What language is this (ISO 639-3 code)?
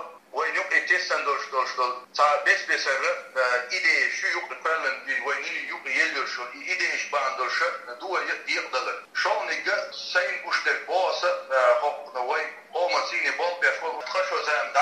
che